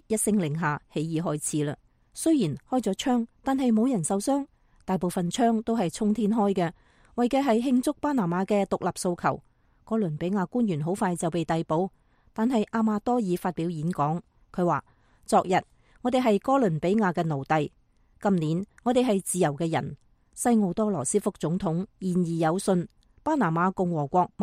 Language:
Cantonese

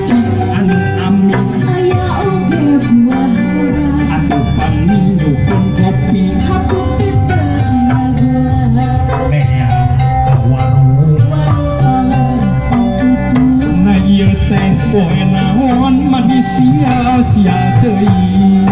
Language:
Sundanese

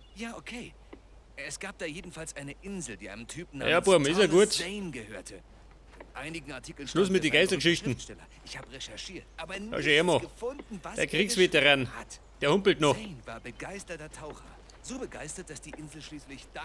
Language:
Bavarian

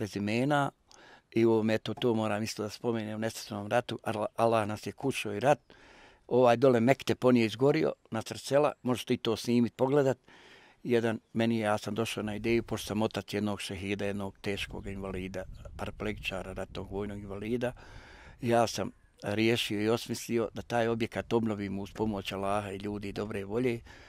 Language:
Bosnian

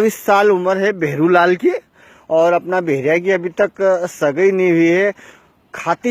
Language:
Rajasthani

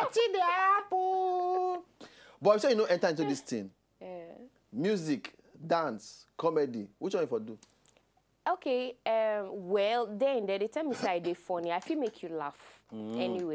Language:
Nigerian Pidgin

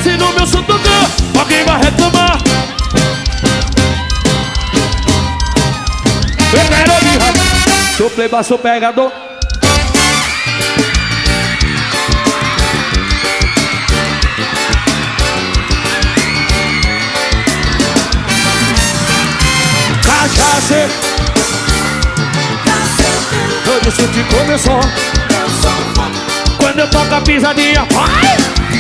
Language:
Portuguese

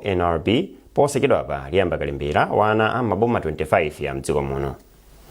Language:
Nyanja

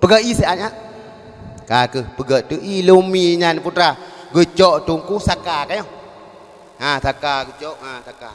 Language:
Achinese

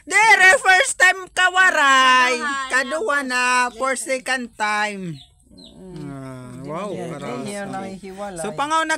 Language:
Waray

